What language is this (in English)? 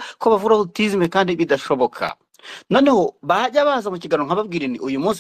Kinyarwanda